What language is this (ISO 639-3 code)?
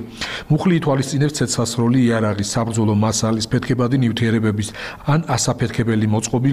kat